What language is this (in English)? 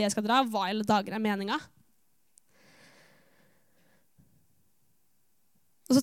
Norwegian